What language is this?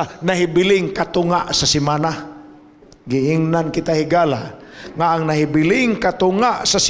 Cebuano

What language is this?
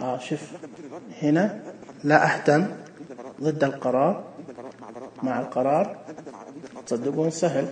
Najdi Arabic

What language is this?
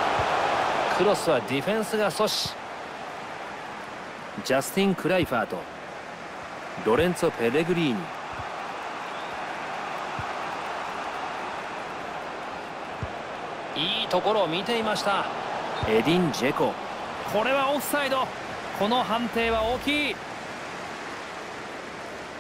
Japanese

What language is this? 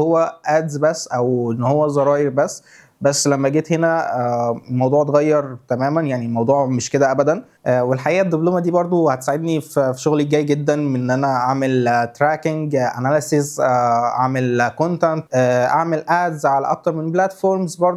Egyptian Arabic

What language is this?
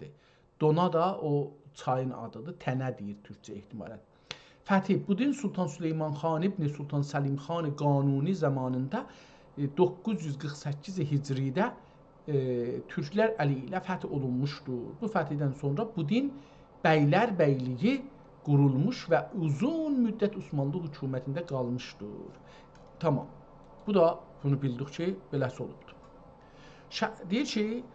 South Azerbaijani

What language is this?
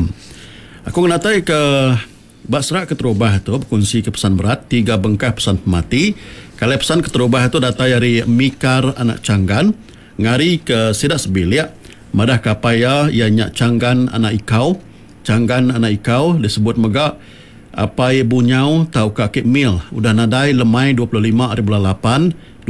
Iban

